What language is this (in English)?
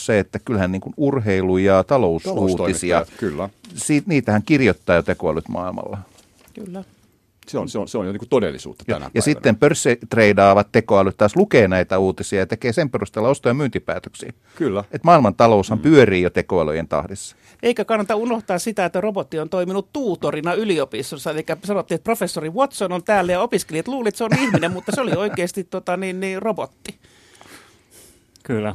Finnish